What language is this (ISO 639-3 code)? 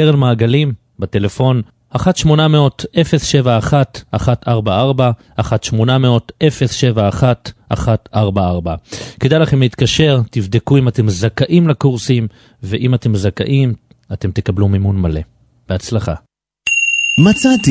heb